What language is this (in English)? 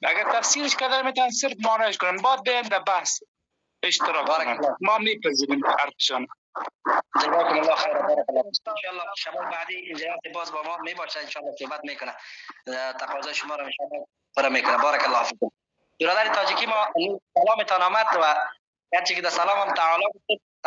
Persian